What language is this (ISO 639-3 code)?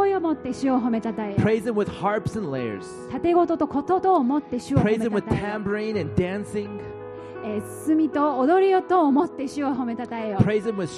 jpn